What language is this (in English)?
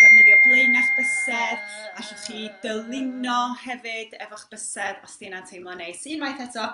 Welsh